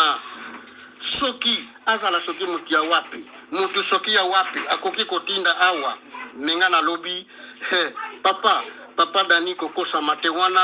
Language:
Lingala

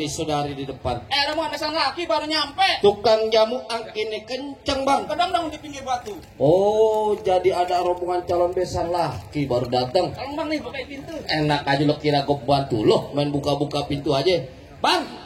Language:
Betawi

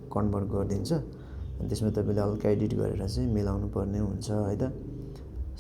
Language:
Nepali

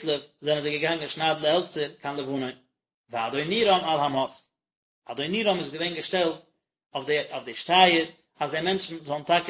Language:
Yiddish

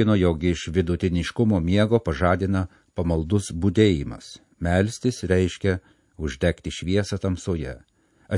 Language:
Lithuanian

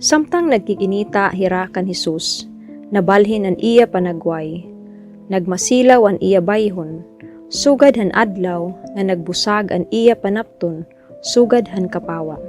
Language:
Waray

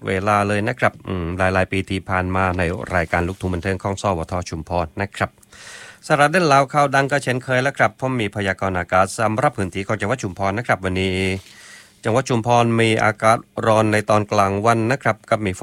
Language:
Thai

